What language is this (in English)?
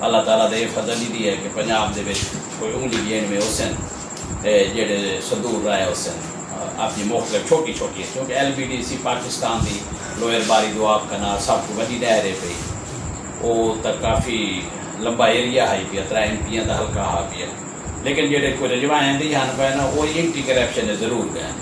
Saraiki